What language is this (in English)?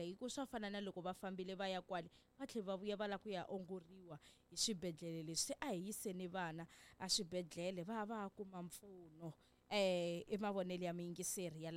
Tsonga